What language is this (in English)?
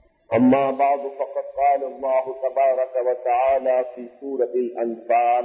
Urdu